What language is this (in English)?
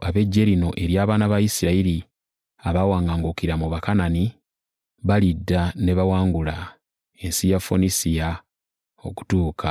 Ganda